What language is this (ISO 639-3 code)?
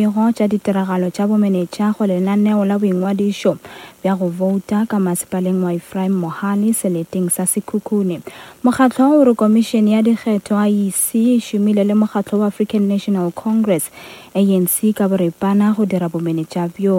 nso